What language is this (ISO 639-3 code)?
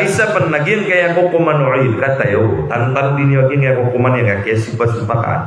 mrw